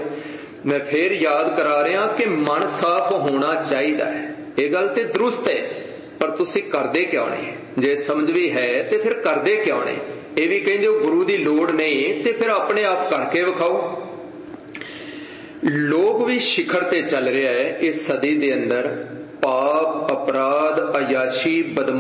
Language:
Punjabi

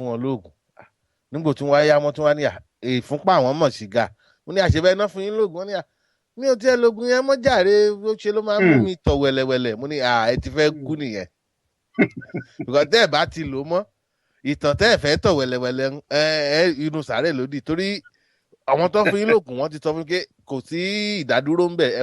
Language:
Yoruba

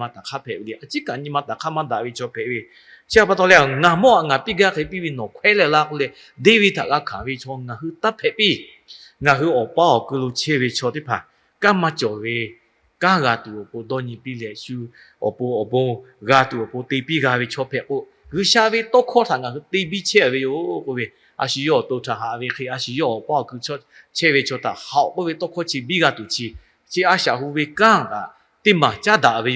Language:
Lahu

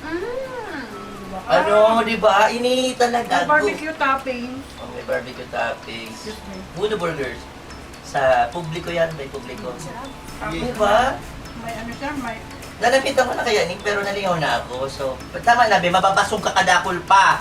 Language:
Bikol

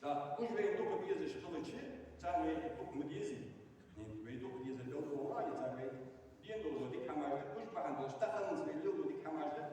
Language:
Ingush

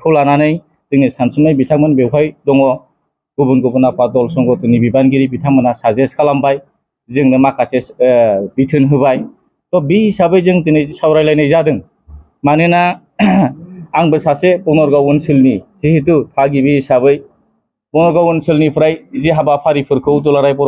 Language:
Bodo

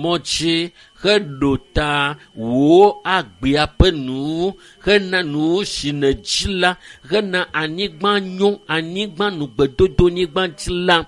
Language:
Ewe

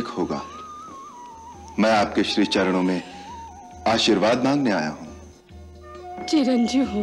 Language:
Hindi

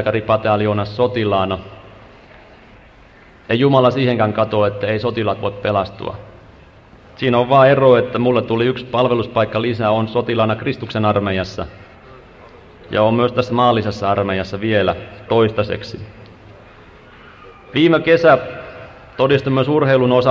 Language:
Finnish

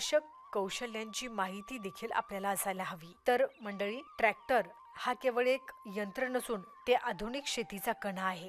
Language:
Marathi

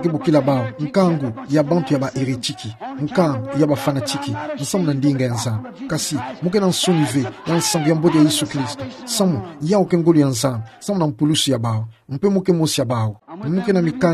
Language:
Kituba (Democratic Republic of Congo)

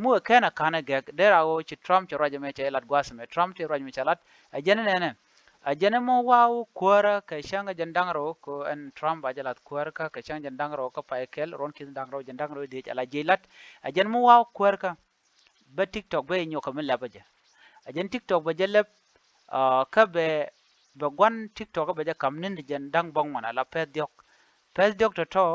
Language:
Nuer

